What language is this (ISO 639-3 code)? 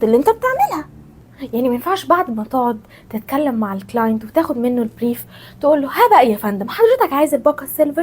arz